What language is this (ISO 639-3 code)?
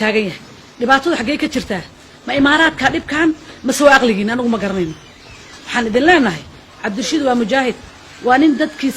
som